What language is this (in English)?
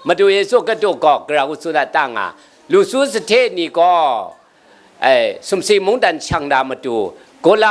Kachin